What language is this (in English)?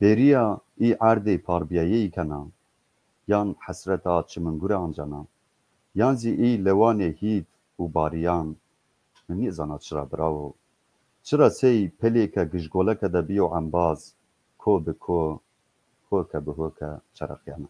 Zaza